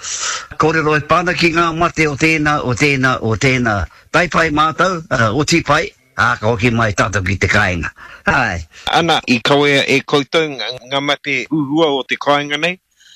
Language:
Māori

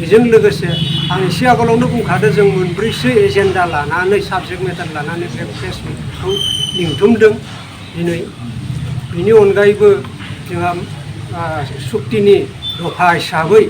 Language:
Bodo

